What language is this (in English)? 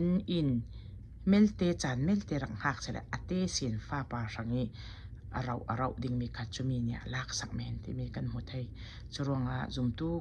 Falam Chin